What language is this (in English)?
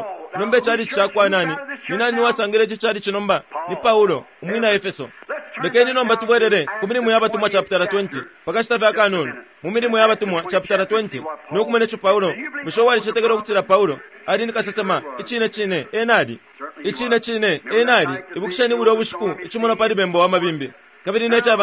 Bemba